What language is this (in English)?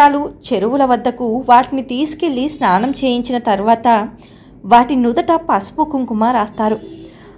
Telugu